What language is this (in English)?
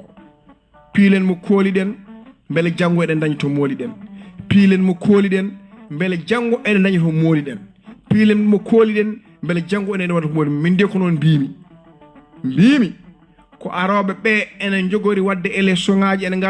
Fula